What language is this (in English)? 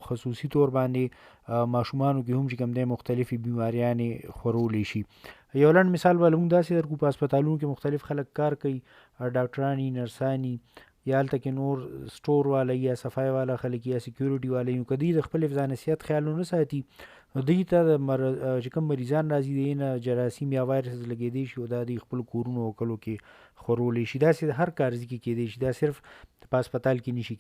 Pashto